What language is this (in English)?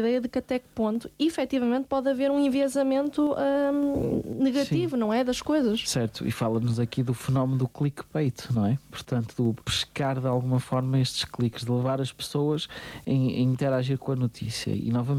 Portuguese